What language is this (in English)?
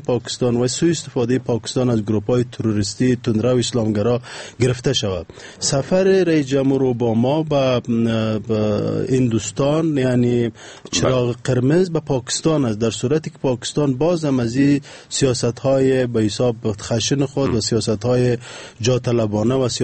Persian